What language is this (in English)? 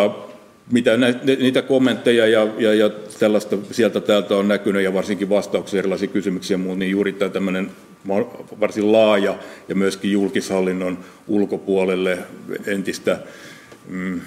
Finnish